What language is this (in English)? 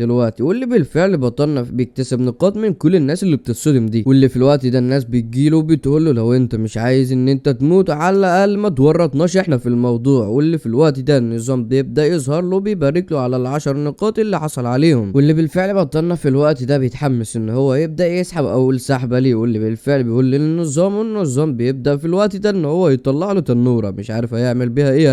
Egyptian Arabic